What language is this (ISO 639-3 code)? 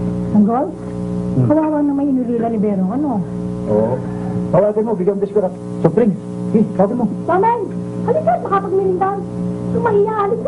fil